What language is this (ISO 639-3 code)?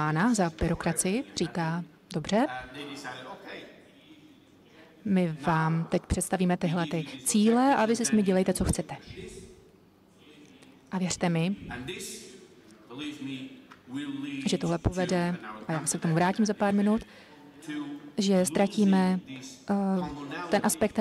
ces